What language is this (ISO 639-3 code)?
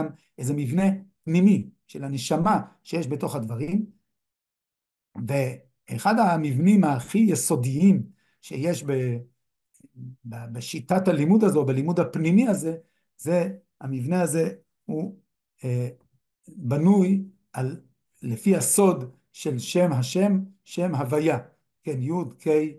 heb